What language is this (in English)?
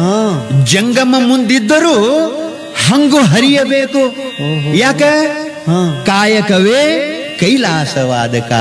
Kannada